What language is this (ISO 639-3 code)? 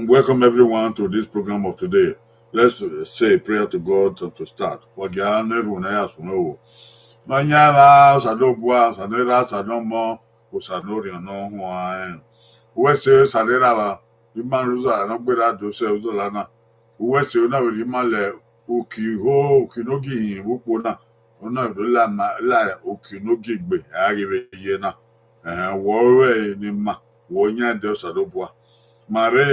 bin